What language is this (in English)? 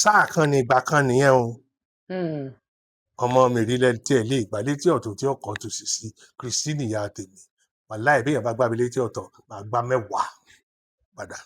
Yoruba